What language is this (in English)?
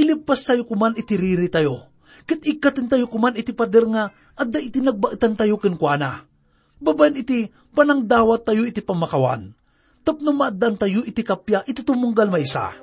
Iloko